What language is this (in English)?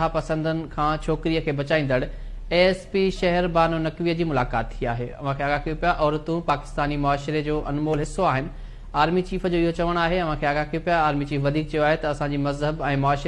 Sindhi